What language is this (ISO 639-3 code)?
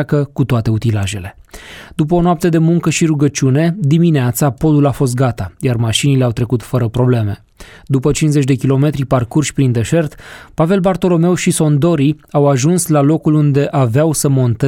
ron